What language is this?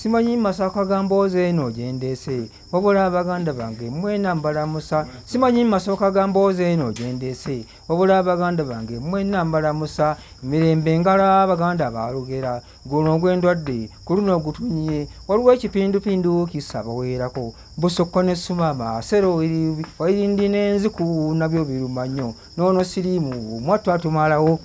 Ganda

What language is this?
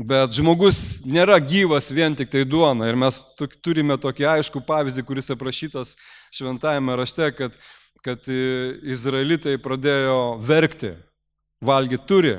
Lithuanian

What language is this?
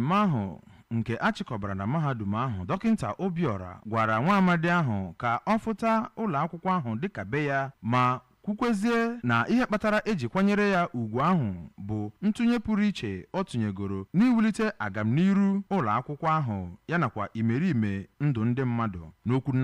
Igbo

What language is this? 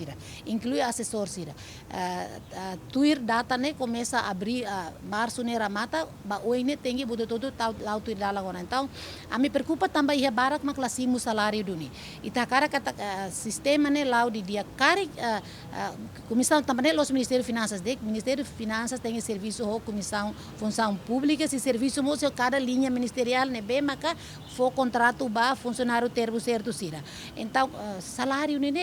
Tetum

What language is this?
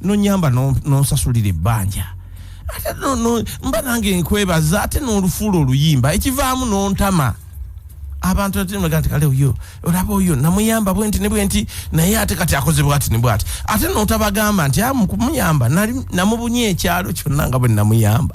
Ganda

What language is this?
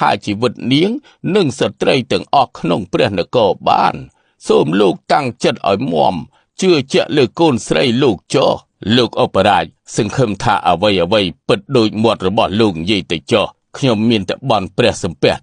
Khmer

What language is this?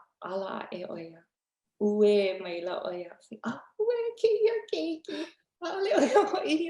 Hawaiian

